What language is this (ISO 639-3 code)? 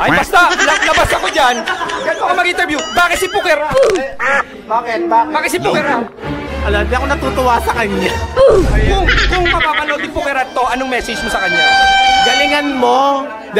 fil